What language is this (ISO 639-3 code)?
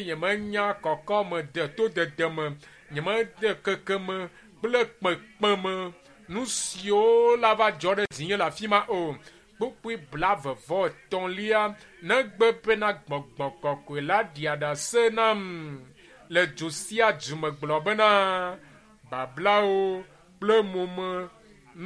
ewe